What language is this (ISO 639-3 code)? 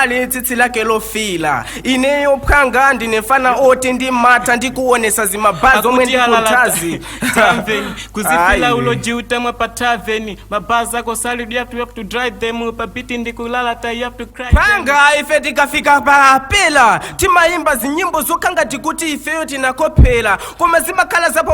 nya